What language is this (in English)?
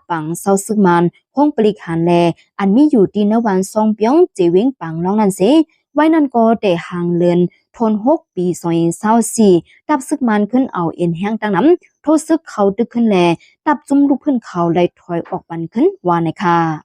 Shan